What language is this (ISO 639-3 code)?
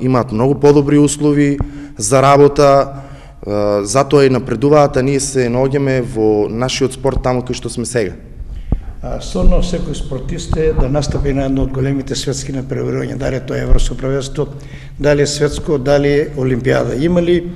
mkd